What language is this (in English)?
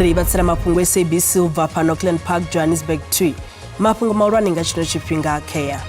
Venda